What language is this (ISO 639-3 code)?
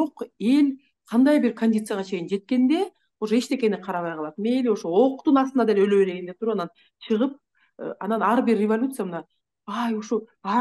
kir